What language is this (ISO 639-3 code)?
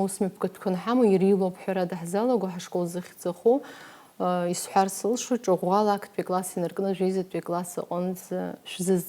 abk